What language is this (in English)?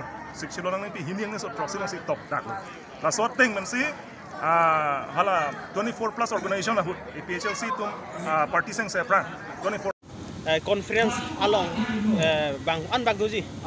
Karbi